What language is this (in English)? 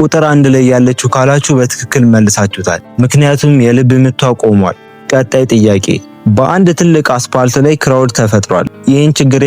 Amharic